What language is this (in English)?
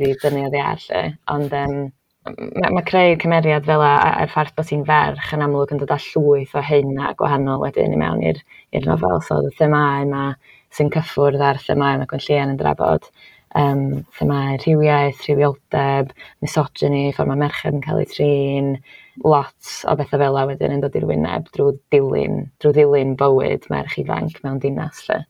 Welsh